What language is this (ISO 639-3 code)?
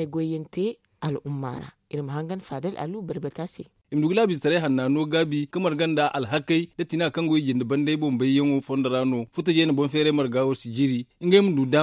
dje